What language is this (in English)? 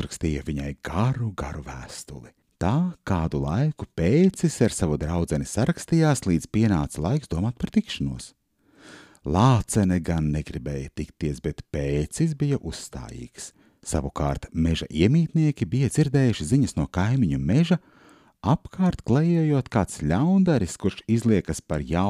Latvian